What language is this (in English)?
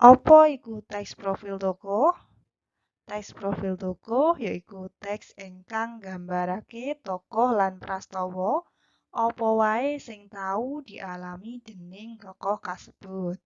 Javanese